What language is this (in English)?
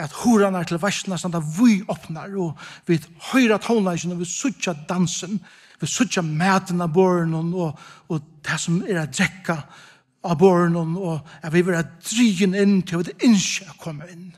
Faroese